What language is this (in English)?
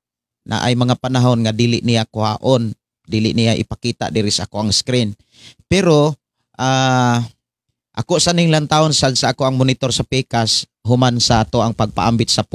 Cebuano